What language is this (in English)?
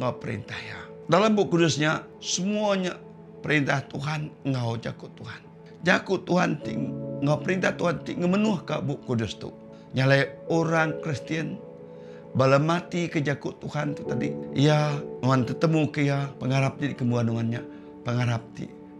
Iban